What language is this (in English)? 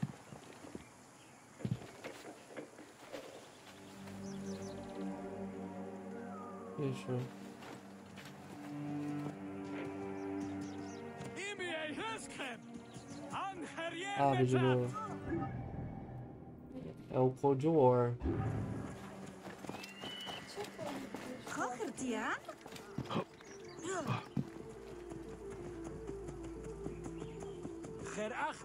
Portuguese